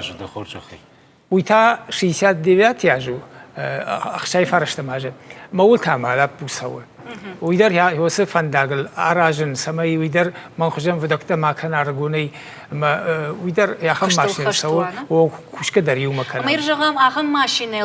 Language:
Ossetic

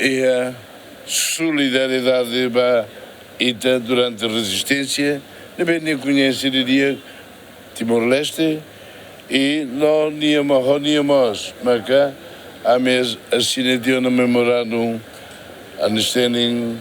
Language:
Tetum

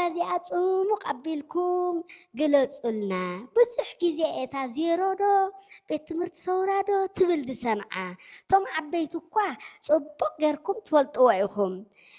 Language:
Tigrinya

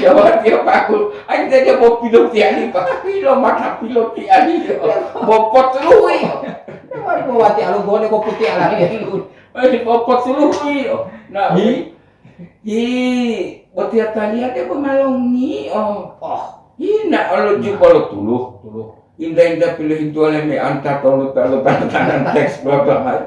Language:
Gorontalo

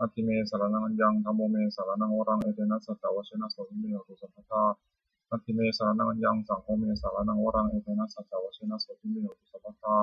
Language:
Pali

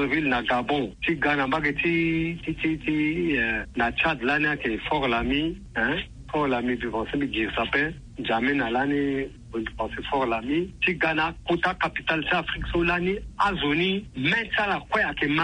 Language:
Sango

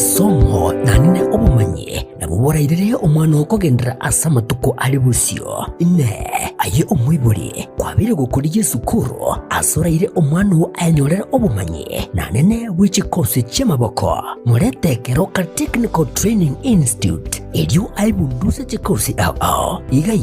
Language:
Gusii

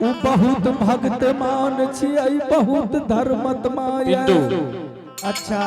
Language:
Angika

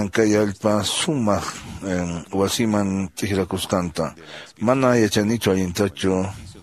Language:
Quechua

